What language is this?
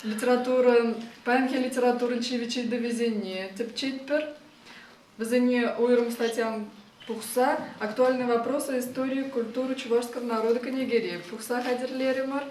Chuvash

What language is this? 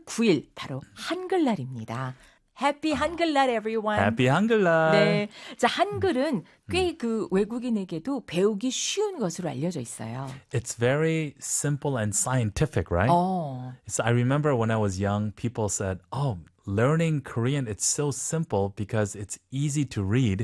Korean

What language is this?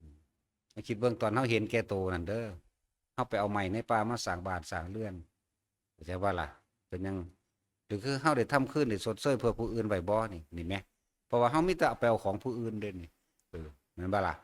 Northeastern Thai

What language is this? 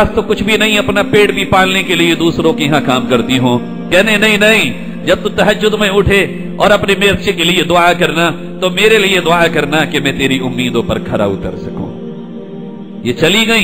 Urdu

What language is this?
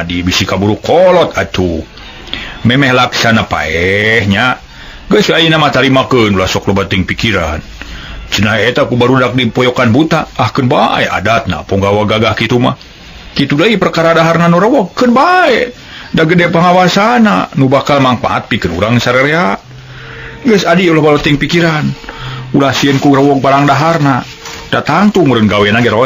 Sundanese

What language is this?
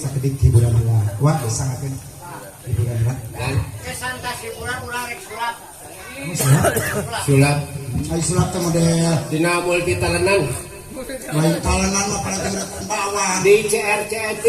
Sundanese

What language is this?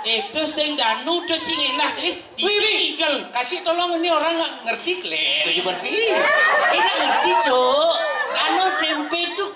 Balinese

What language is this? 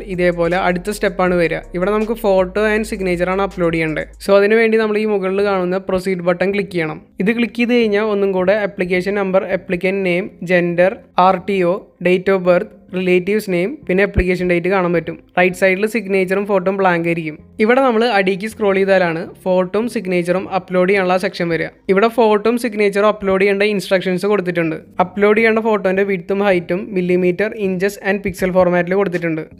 Malayalam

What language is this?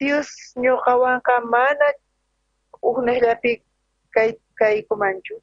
South Bolivian Quechua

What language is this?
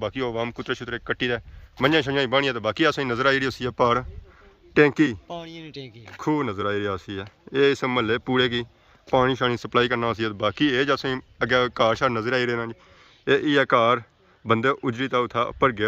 Pahari-Potwari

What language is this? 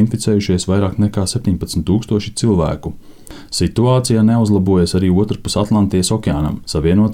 Latvian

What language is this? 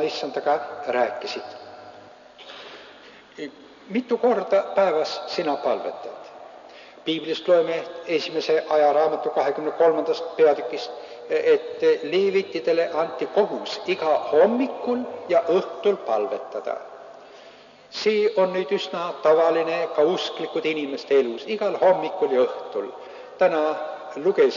Estonian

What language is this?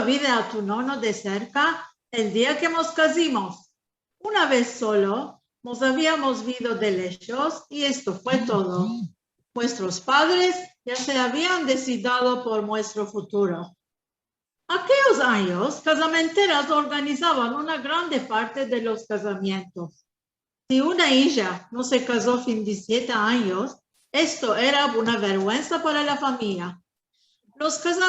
Ladino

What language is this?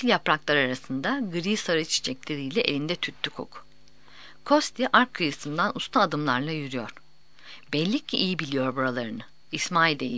Turkish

